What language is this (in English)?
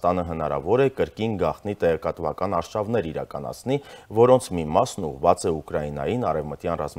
Armenian